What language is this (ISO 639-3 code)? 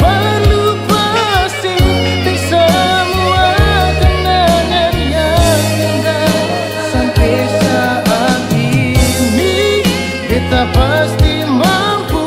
abs